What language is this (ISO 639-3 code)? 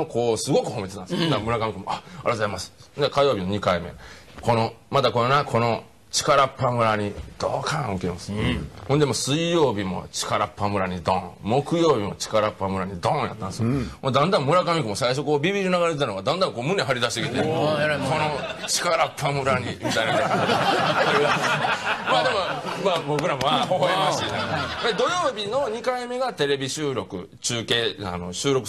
jpn